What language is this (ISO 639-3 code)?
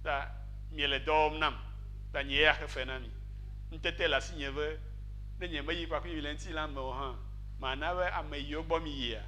ewe